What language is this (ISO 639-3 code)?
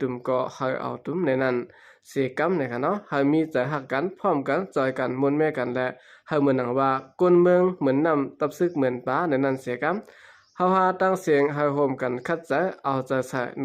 shn